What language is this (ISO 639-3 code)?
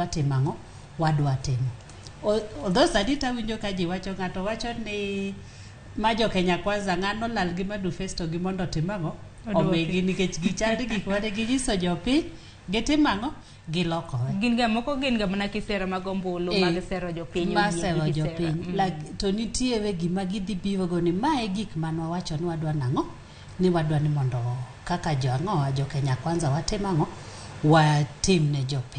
luo